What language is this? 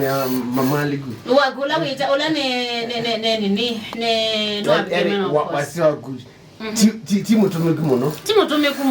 Kamba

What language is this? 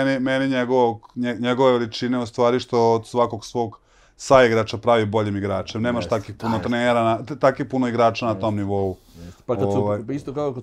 Serbian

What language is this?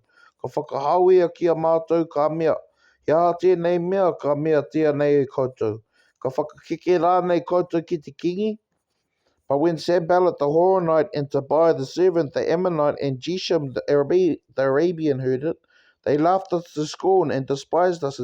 Māori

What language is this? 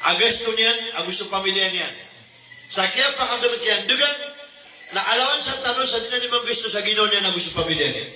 Maranao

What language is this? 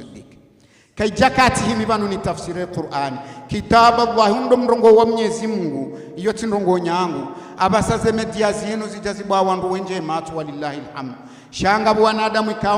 Ngazidja Comorian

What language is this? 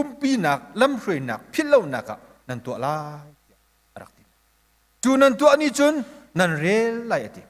Hakha Chin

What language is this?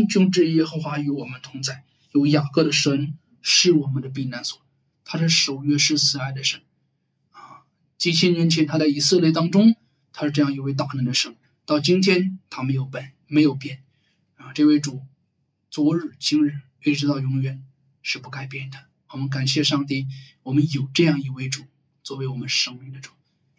Chinese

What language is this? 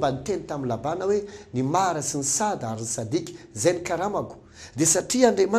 Malagasy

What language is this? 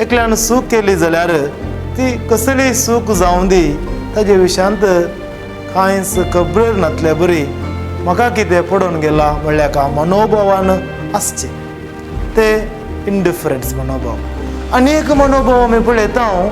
Konkani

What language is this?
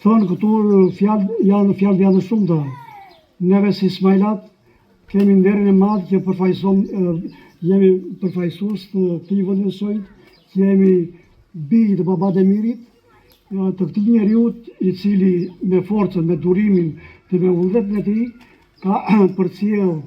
Albanian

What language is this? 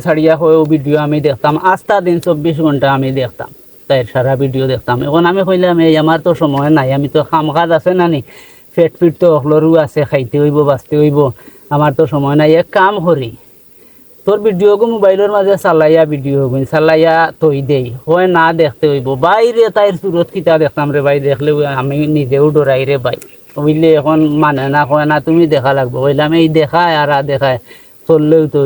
Sylheti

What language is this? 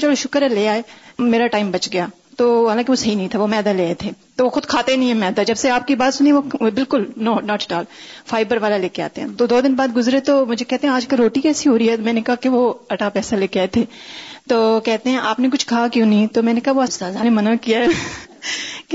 Urdu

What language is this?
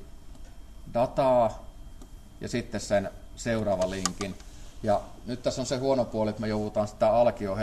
Finnish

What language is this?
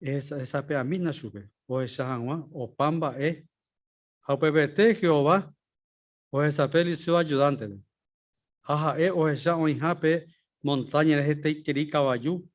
Guarani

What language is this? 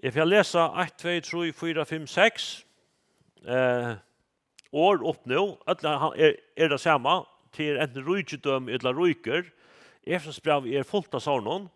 Faroese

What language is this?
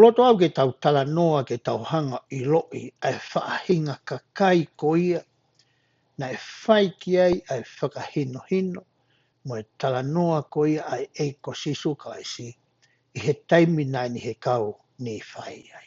Tongan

